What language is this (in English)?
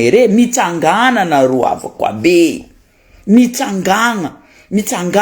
Malagasy